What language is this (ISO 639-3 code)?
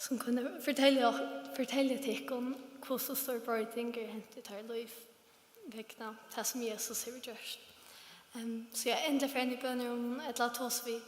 fao